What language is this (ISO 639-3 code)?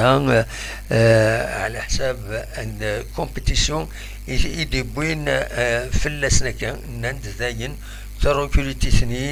kab